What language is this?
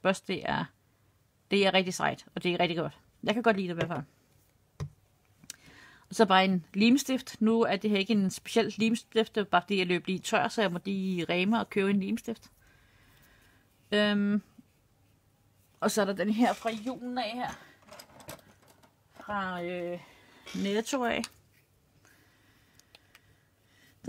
Danish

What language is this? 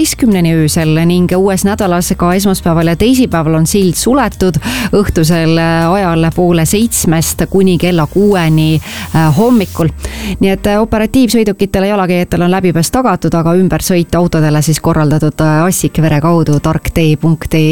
Estonian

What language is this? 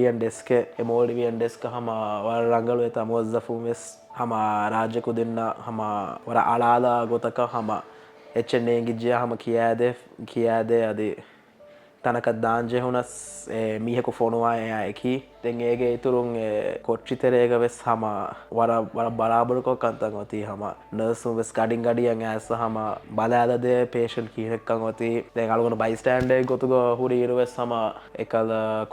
Divehi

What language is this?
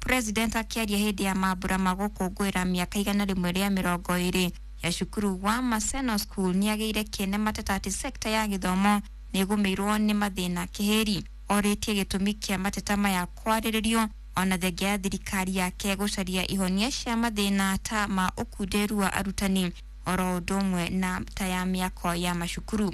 Kikuyu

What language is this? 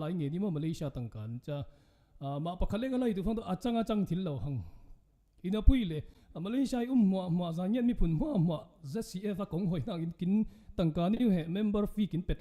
Falam Chin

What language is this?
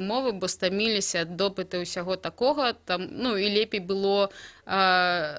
Belarusian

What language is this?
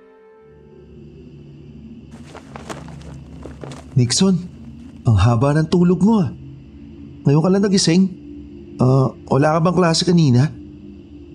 Filipino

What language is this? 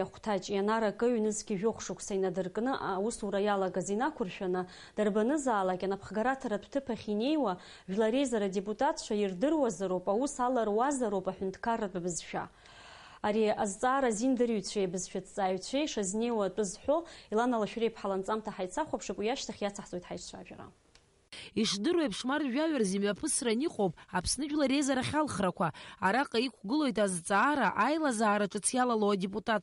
Abkhazian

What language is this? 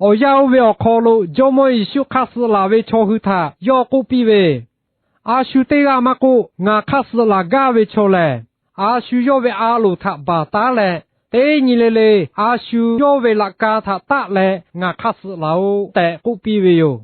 Lahu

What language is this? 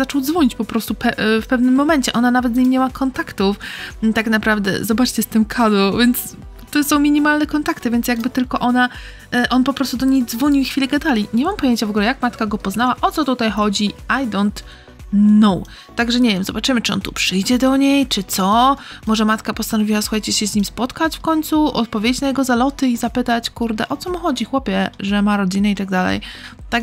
Polish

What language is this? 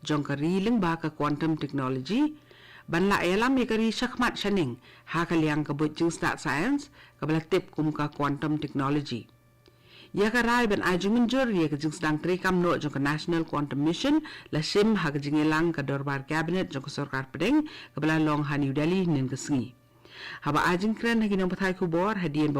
Khasi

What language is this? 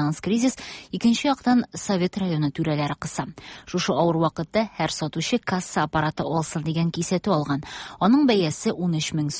Tatar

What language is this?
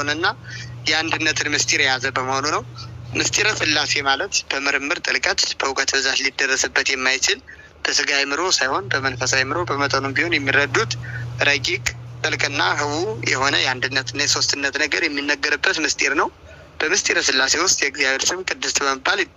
Amharic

